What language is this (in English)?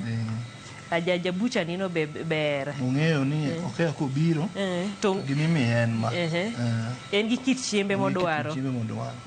Luo (Kenya and Tanzania)